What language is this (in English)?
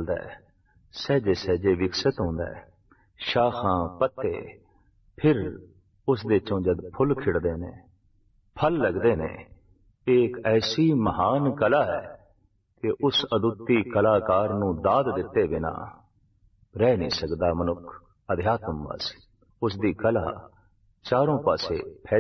Punjabi